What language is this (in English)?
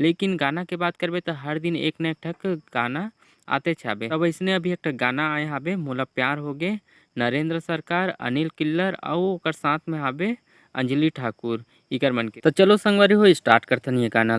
Chhattisgarhi